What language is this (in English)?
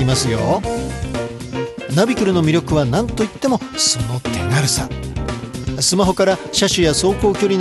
Japanese